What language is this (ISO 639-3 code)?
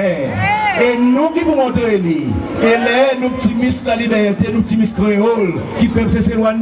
crs